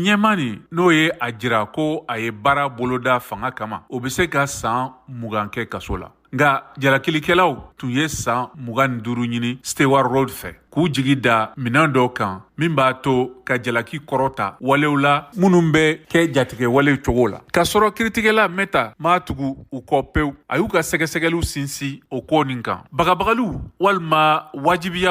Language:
Bambara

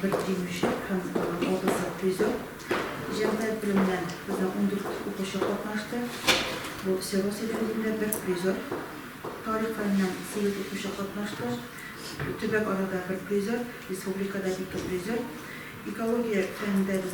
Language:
Tatar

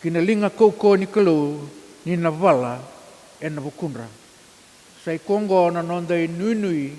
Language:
Fijian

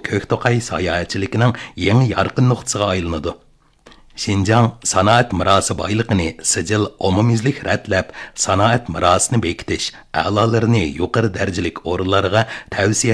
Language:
Uyghur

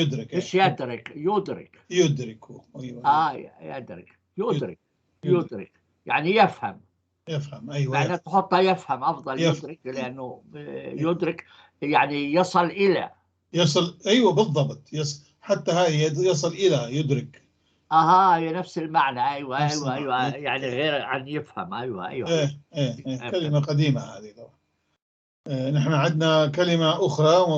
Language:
North Levantine Arabic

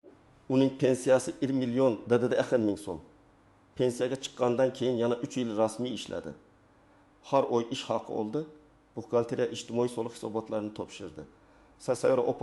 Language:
Uzbek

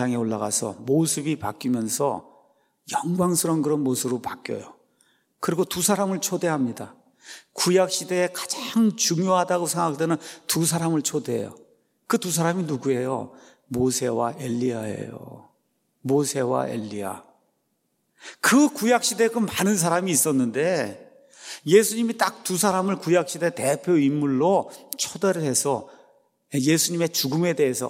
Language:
Korean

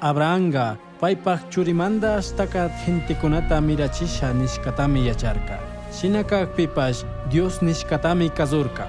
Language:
Chimborazo Highland Quichua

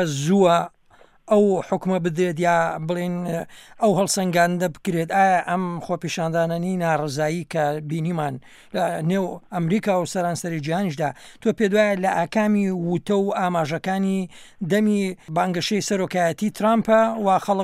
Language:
Central Kurdish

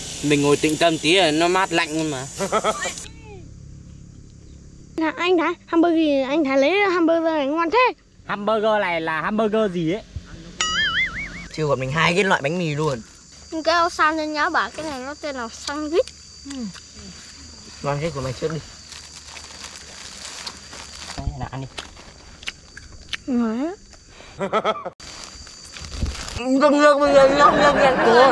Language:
Vietnamese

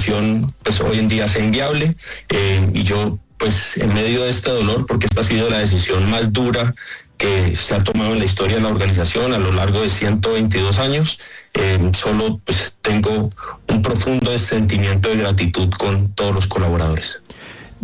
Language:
Spanish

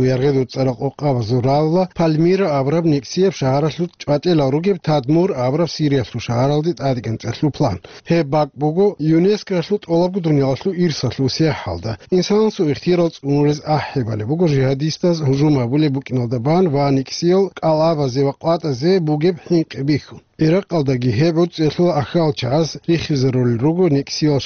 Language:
Avaric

